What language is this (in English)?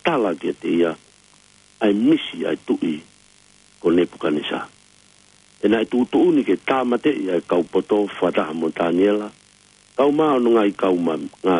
Tongan